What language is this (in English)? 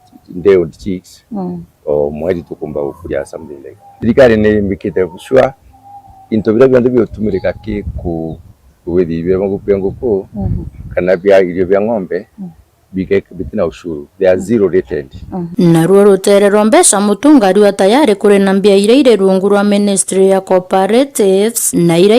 Meru